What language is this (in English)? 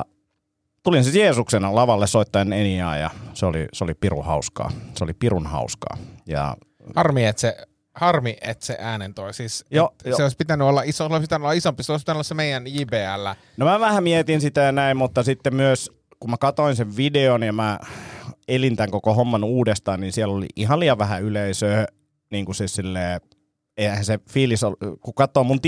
Finnish